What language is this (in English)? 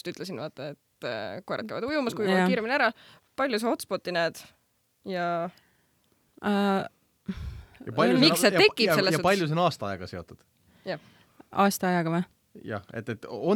Estonian